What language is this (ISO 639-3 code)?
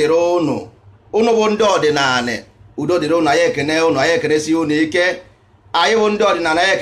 ibo